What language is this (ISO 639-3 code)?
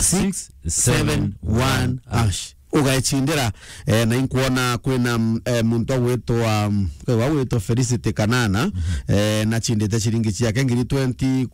mer